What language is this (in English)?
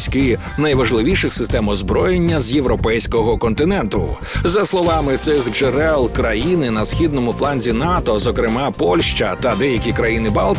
Ukrainian